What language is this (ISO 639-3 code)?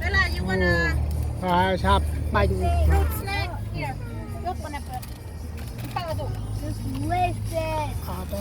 cmo